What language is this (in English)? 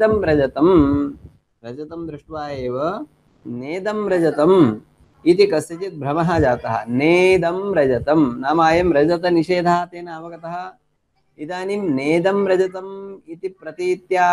Sanskrit